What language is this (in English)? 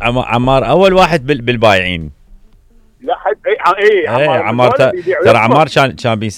Mesopotamian Arabic